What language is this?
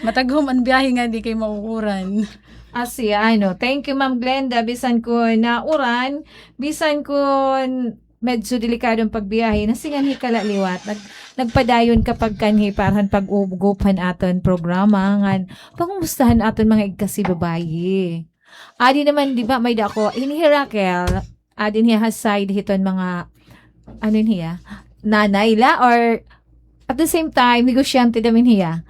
Waray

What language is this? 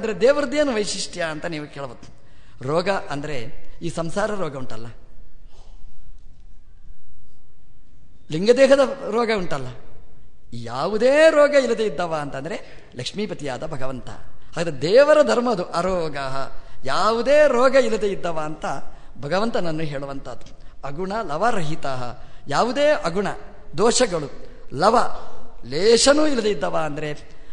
Kannada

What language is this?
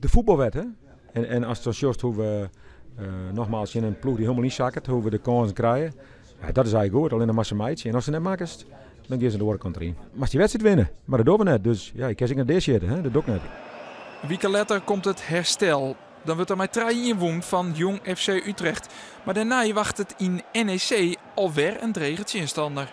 Western Frisian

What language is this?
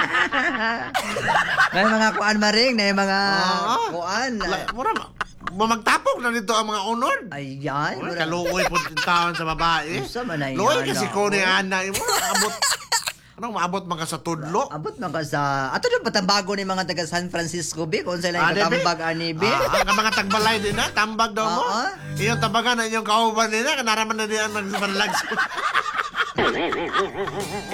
Cebuano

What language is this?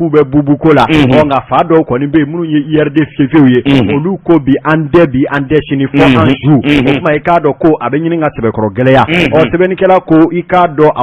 Bambara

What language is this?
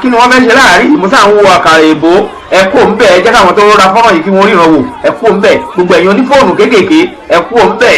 Yoruba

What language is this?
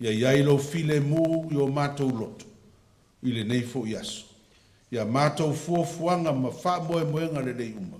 Samoan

